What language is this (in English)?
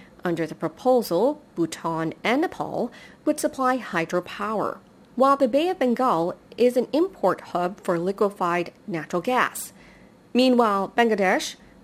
English